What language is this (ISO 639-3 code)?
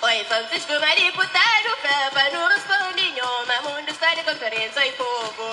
kea